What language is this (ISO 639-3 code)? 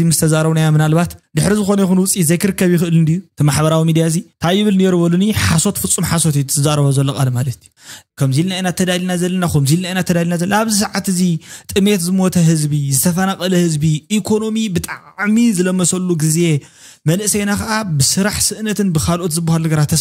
tir